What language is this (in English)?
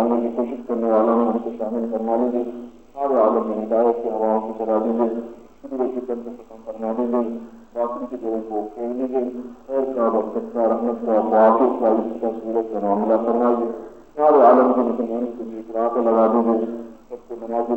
Urdu